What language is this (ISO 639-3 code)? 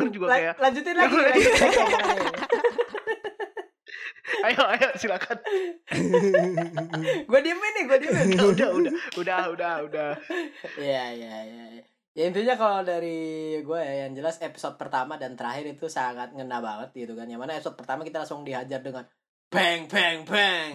ind